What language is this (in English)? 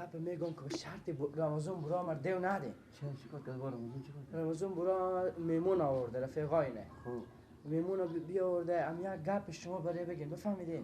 Persian